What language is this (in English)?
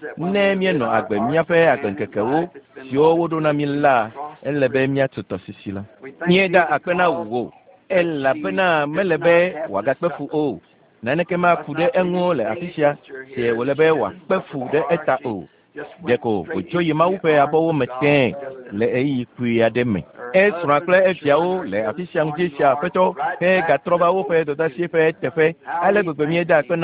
Ewe